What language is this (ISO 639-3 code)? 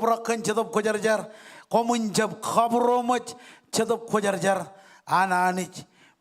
mah